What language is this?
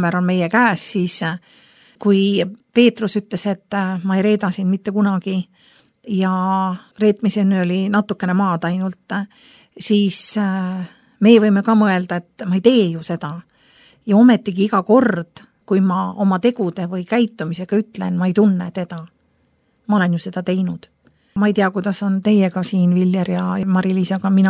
Estonian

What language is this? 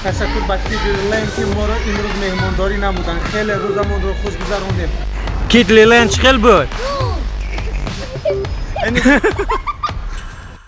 Tajik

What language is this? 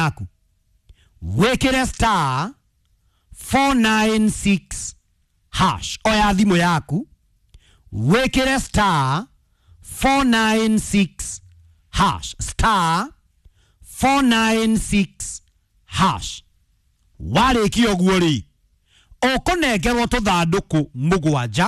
Kikuyu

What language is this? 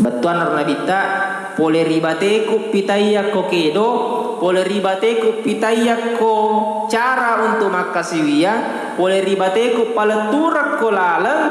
Buginese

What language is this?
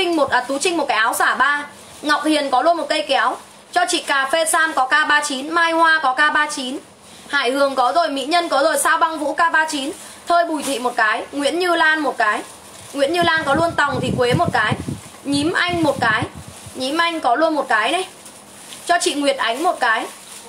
Vietnamese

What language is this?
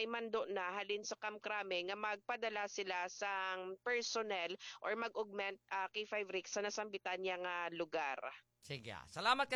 Hiligaynon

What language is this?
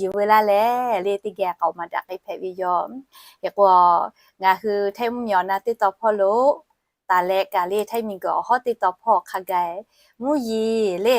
Lahu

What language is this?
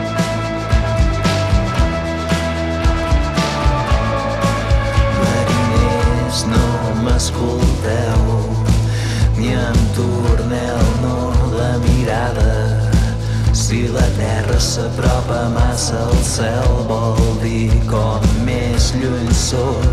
Catalan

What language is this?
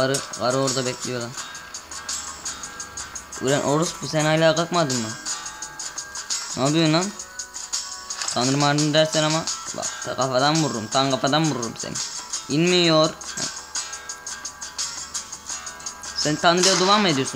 Turkish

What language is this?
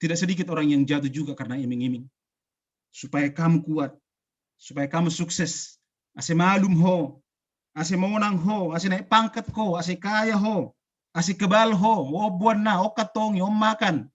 Batak Simalungun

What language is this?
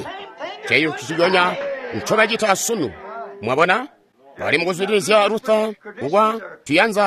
Tonga (Zambia)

